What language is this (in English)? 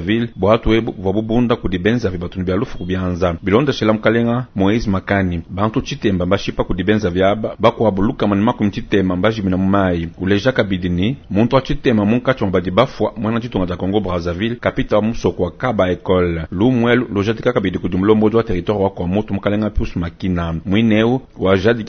Luba-Lulua